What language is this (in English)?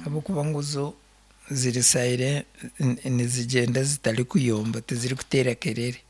Nyankole